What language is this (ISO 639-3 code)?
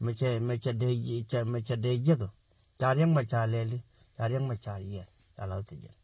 nus